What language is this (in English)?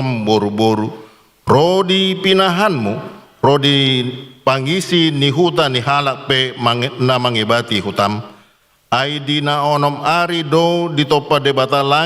Batak Toba